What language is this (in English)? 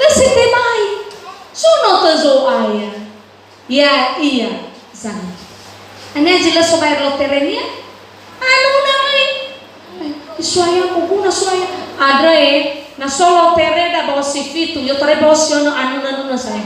Nias